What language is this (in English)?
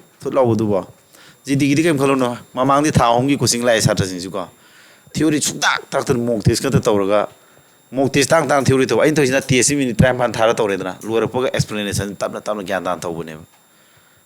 Manipuri